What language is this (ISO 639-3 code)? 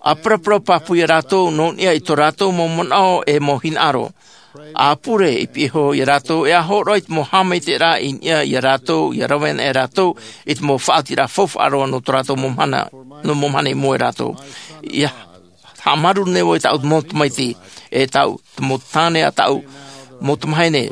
tah